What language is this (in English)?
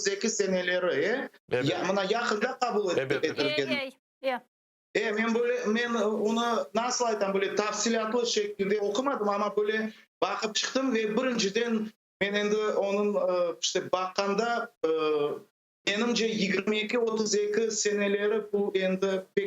Crimean Tatar